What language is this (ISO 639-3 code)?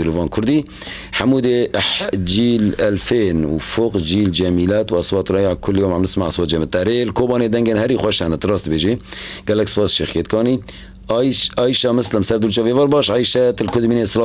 kur